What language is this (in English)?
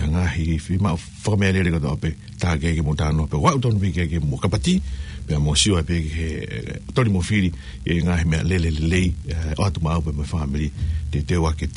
Tongan